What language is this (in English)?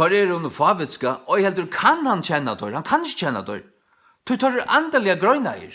Faroese